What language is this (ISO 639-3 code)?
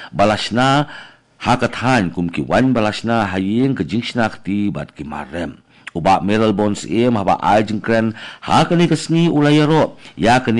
kha